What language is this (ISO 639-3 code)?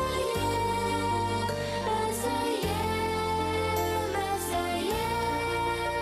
bak